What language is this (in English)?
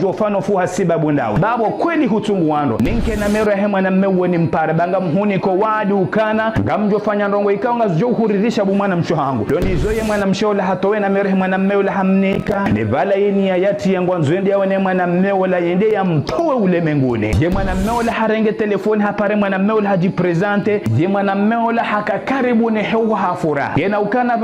Ngazidja Comorian